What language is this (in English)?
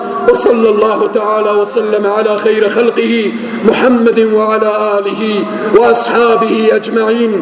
Persian